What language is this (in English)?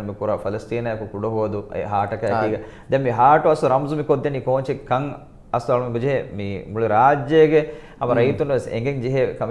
Divehi